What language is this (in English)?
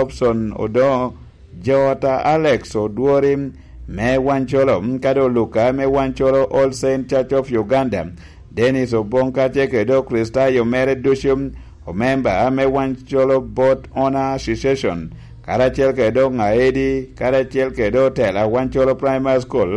Lango (Uganda)